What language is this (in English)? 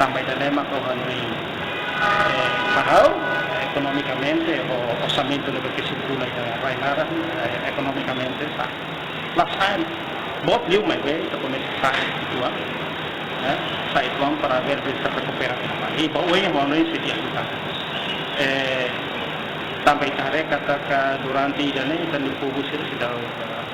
Tetum